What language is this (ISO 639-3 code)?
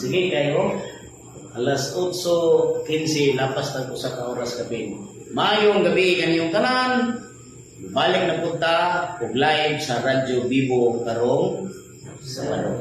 ceb